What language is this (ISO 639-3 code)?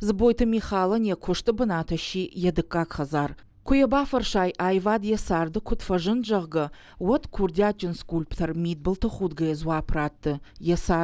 oss